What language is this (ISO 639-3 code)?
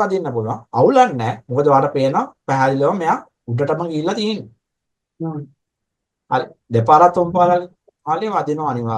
sin